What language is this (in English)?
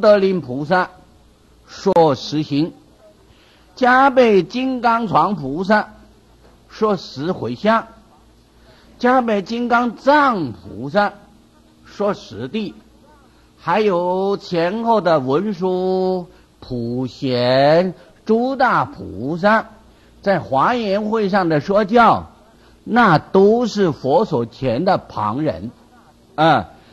Chinese